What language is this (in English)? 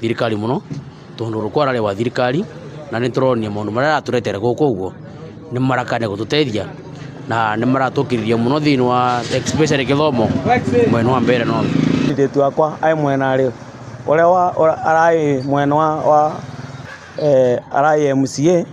Meru